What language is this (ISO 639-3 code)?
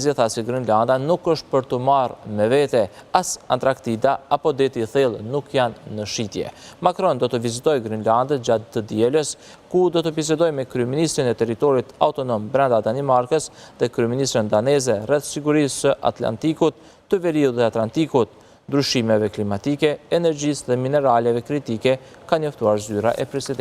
sqi